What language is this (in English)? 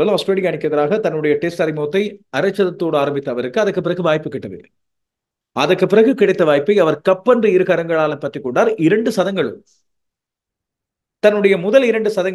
Tamil